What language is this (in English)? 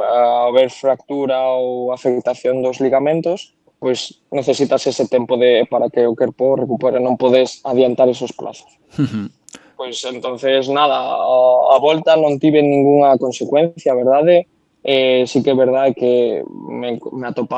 Galician